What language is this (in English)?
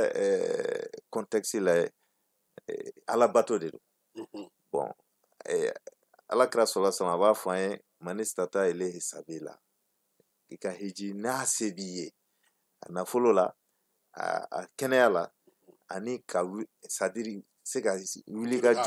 Bambara